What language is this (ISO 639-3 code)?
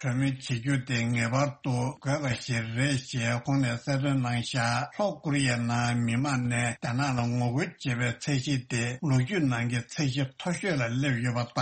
bod